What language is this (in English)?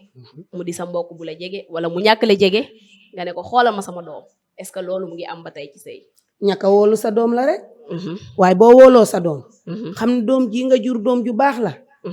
Wolof